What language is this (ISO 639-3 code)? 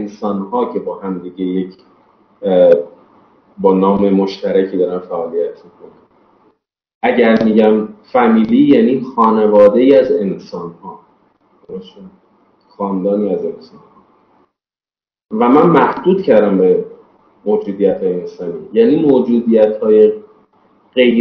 fas